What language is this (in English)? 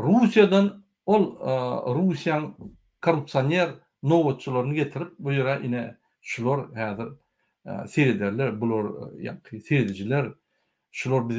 Turkmen